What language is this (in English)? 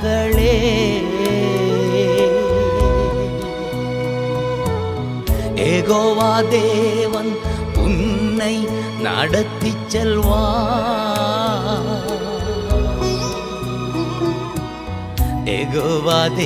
Tamil